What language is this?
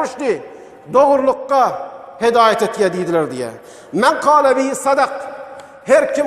Turkmen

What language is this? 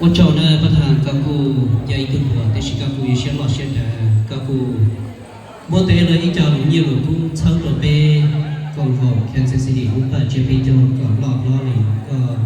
Hmong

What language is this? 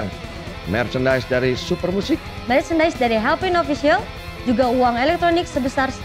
Indonesian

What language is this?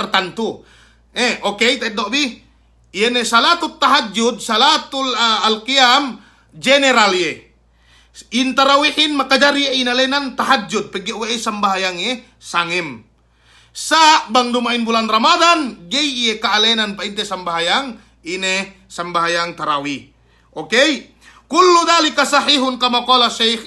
Yakan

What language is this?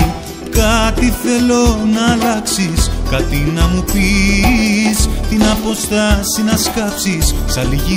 Greek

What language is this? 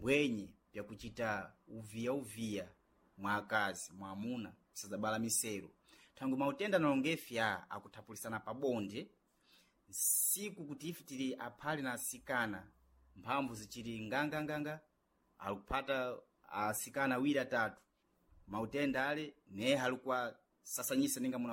Sena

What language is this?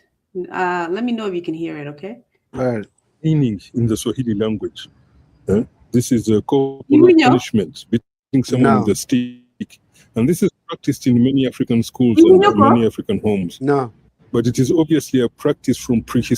Acoli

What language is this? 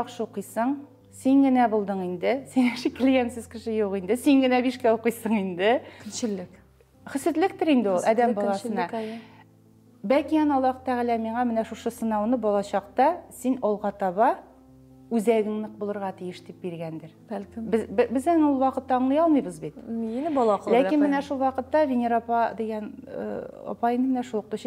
Tatar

